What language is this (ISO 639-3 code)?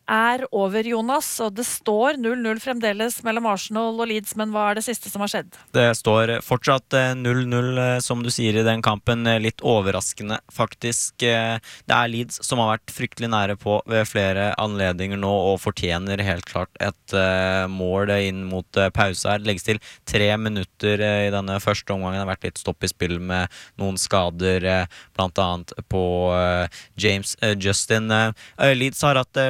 nor